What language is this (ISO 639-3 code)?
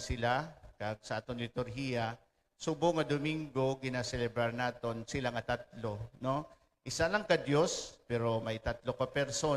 hil